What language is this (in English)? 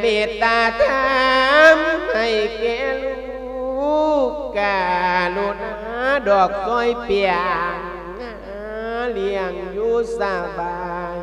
Lao